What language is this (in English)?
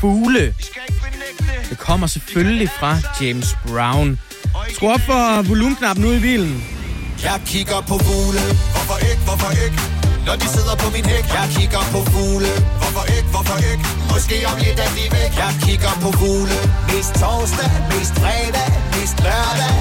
Danish